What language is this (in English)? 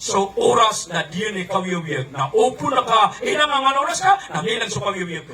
Maranao